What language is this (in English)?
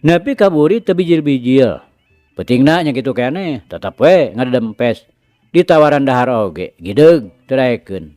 Sundanese